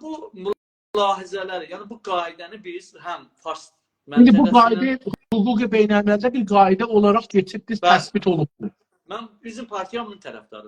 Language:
South Azerbaijani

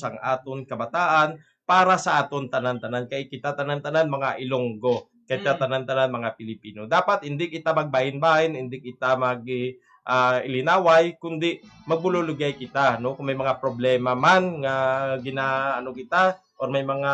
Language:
Hiligaynon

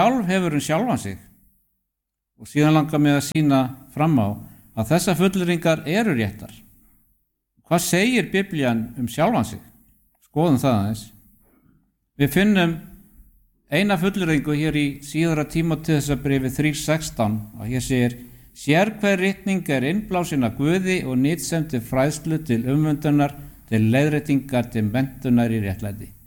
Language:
Icelandic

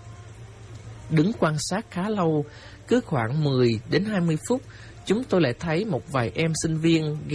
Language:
Vietnamese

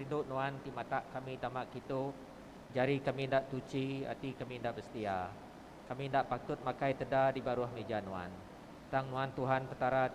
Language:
Iban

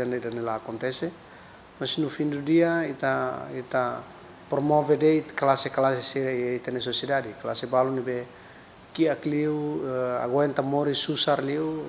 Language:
Tetum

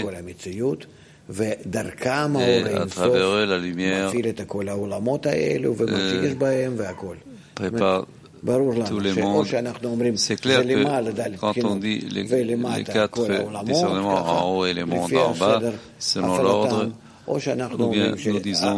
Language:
French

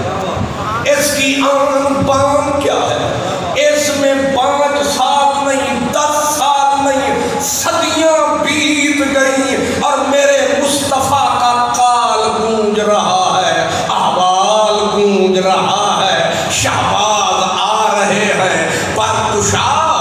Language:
Urdu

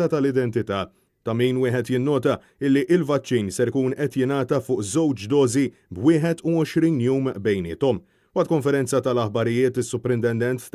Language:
Maltese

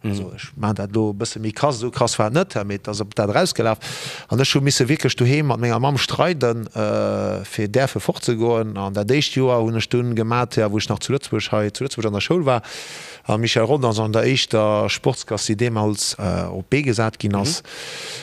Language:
Luxembourgish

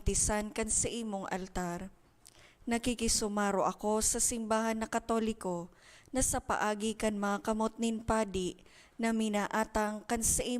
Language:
Bikol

